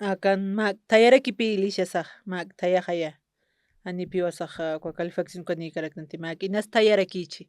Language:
Aymara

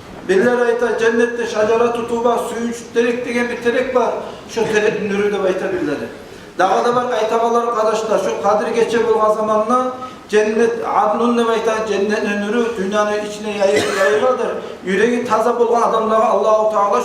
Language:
Kumyk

